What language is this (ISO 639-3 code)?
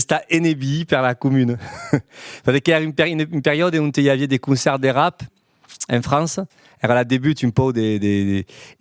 oci